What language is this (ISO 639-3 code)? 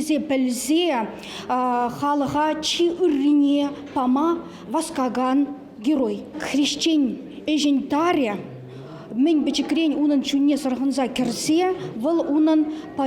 chv